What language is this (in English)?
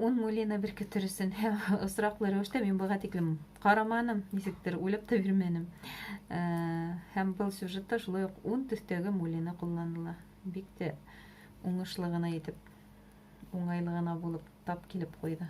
Bashkir